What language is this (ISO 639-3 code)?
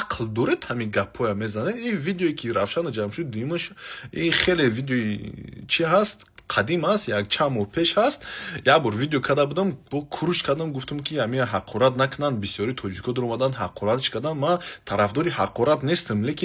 tgk